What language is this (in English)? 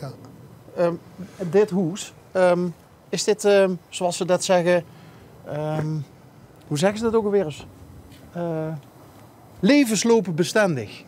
Limburgish